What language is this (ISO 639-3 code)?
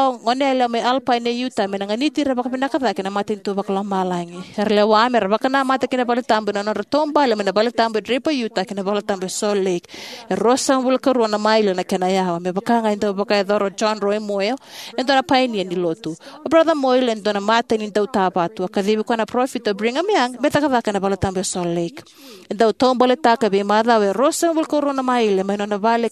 fij